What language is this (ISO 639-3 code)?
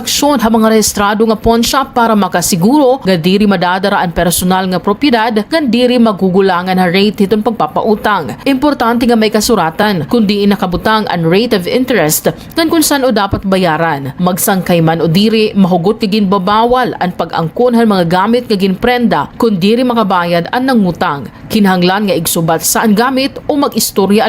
war